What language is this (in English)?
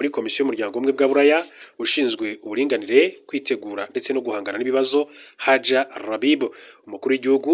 Kinyarwanda